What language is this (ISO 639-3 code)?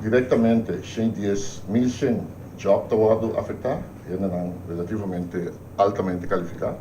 pap